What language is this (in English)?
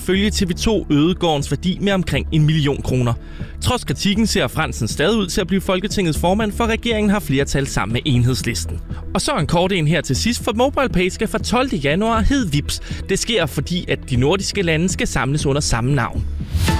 Danish